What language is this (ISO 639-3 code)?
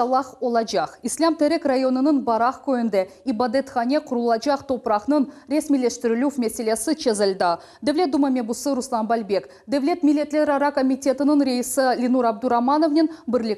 crh